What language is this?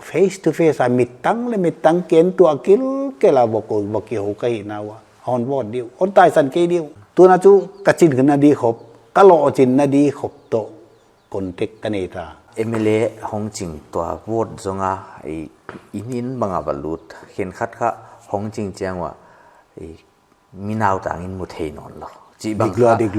Paite Chin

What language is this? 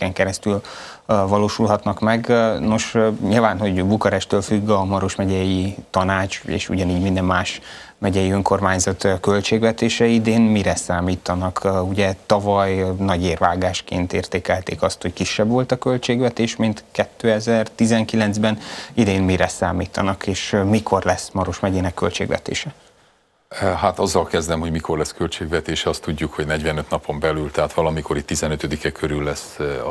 Hungarian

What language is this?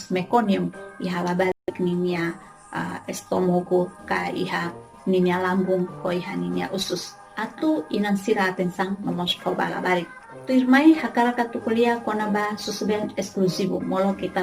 Tetum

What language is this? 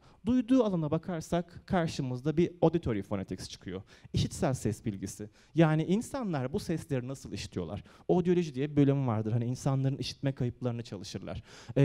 Turkish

